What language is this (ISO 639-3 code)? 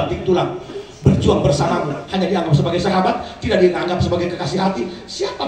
bew